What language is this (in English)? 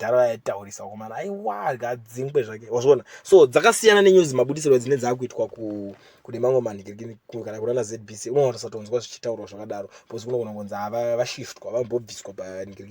Shona